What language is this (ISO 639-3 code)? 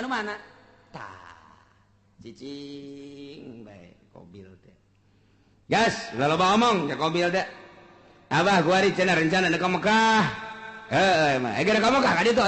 sun